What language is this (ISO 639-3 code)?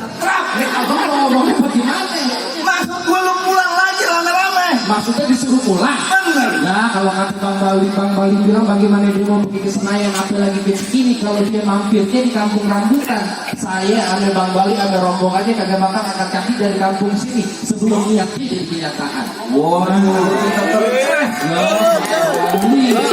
bew